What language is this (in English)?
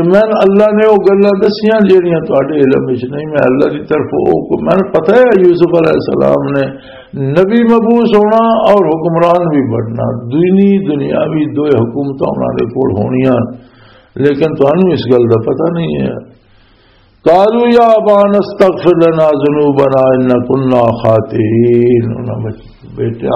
Western Panjabi